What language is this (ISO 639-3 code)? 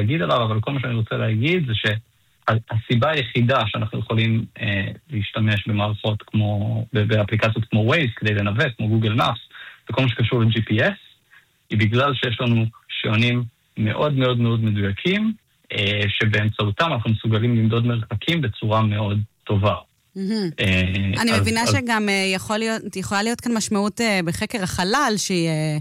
heb